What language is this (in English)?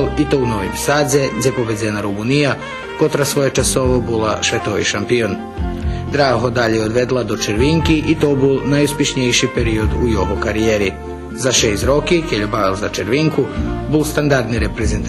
Rusyn